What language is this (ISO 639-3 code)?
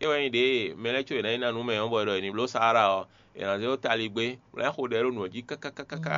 fon